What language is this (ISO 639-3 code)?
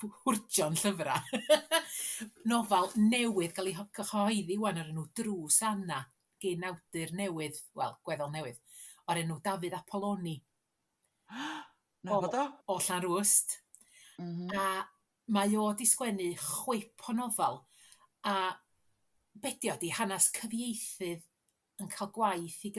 cym